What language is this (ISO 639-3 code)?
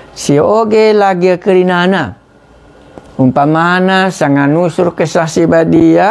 btx